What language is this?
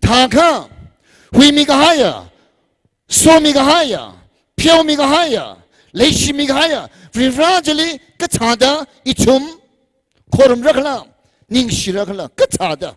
Tangkhul Naga (India)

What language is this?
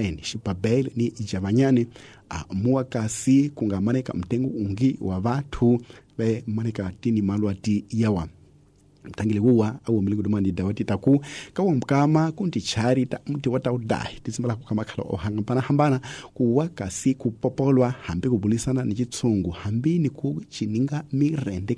Tsonga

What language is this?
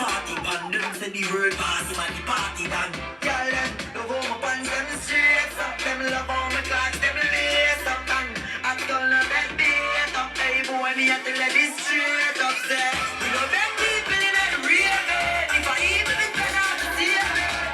Jamaican Creole English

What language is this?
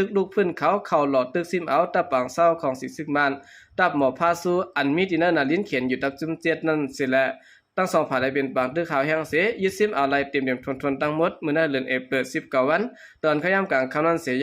Shan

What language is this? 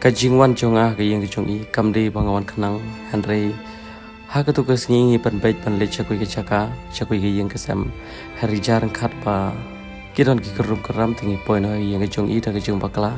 Khasi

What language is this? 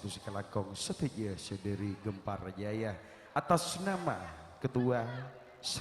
Madurese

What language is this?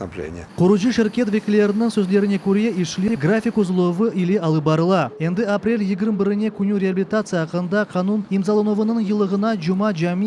Crimean Tatar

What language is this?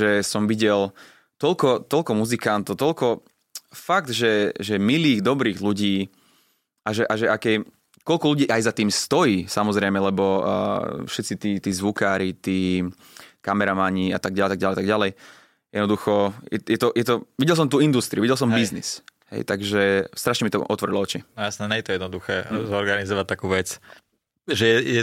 Slovak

